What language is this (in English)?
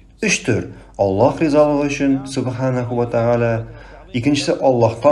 Tatar